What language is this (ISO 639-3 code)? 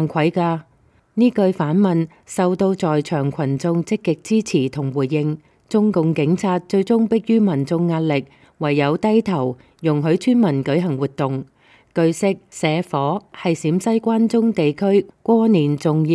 yue